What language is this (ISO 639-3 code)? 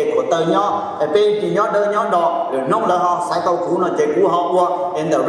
hmn